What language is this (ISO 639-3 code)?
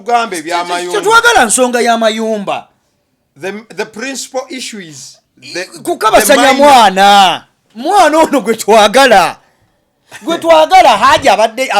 lug